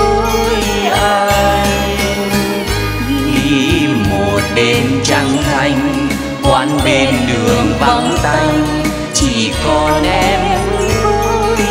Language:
Vietnamese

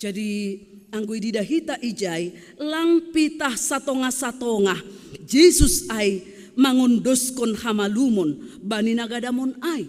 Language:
Batak Simalungun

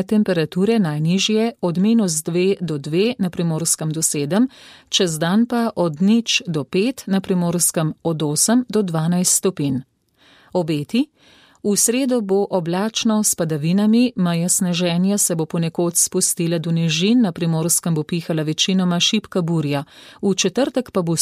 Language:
Slovenian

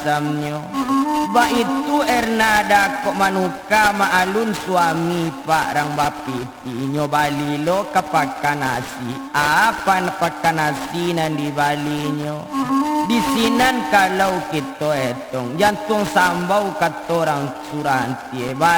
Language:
Minangkabau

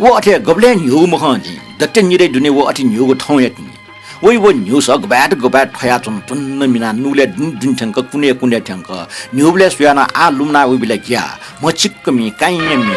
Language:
Newari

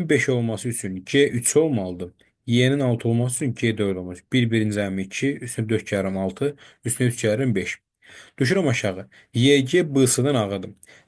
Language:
Azerbaijani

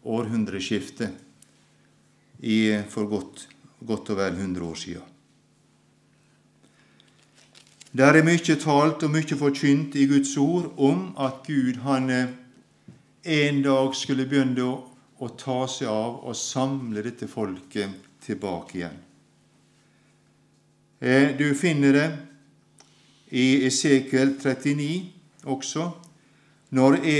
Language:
Norwegian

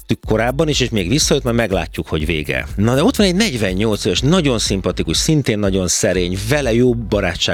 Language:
Hungarian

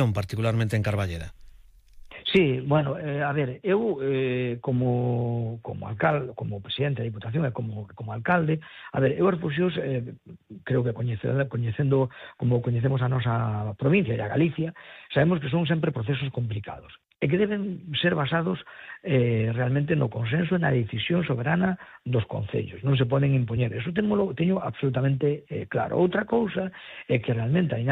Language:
Galician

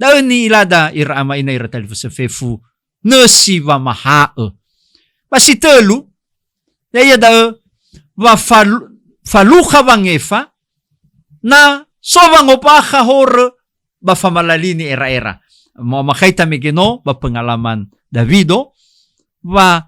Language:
Nias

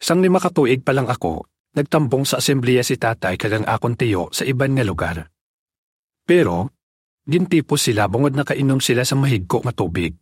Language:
Hiligaynon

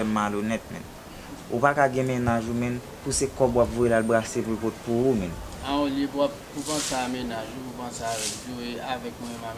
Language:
Haitian Creole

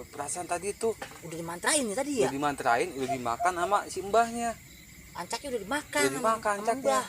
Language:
Betawi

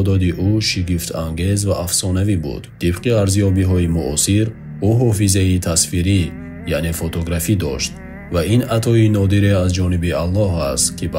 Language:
Tajik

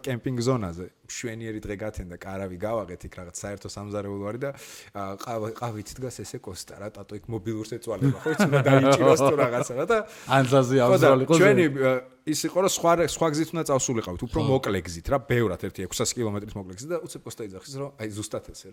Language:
Georgian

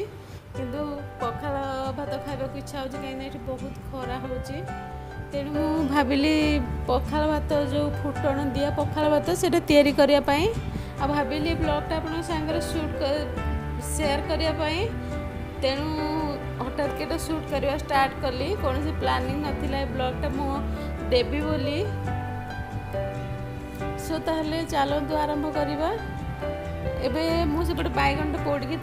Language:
Odia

